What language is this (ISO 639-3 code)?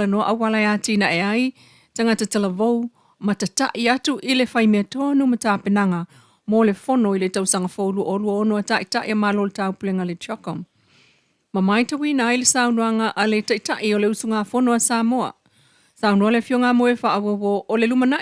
smo